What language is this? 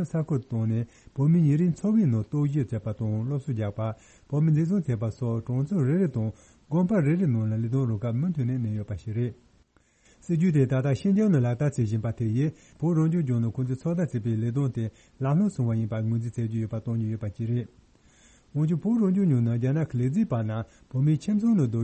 Tibetan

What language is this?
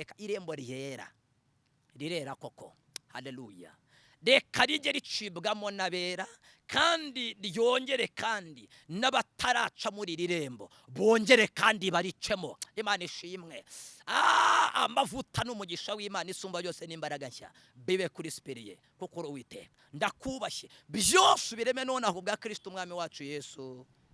Kinyarwanda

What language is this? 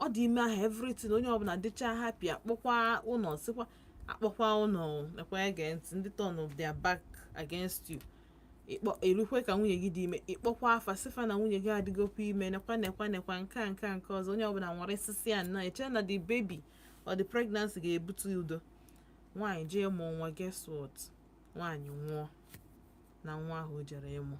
Igbo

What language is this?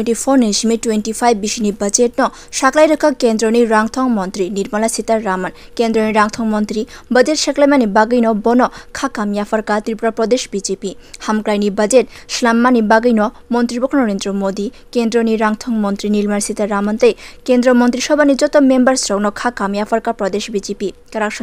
Kok Borok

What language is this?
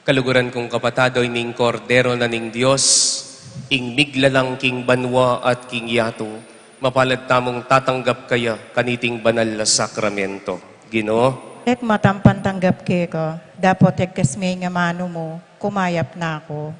Pampanga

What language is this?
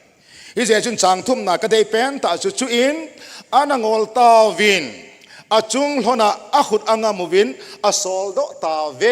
Thado Chin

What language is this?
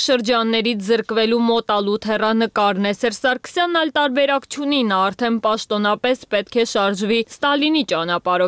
Armenian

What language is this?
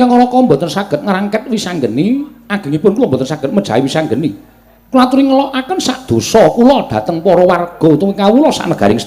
Javanese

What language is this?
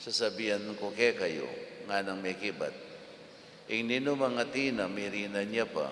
Pampanga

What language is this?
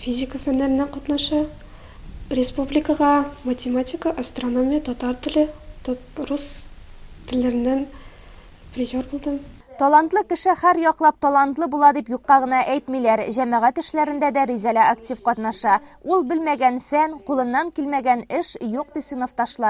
Tatar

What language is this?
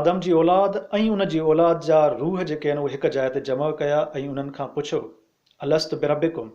Sindhi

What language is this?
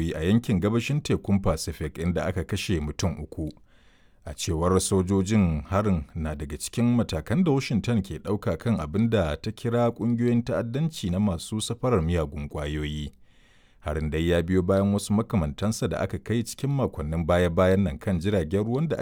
Hausa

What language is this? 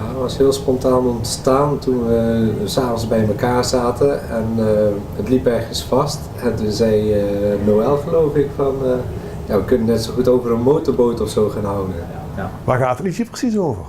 Limburgish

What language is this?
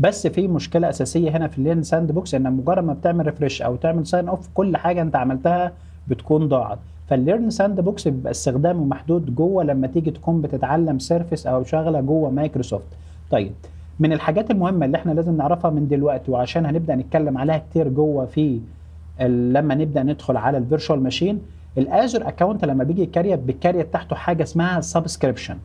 Egyptian Arabic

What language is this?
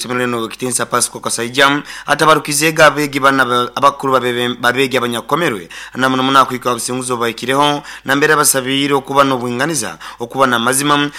Nyoro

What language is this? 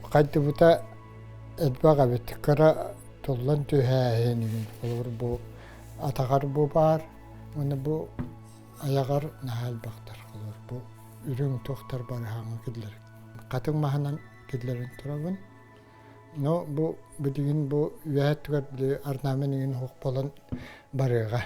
Yakut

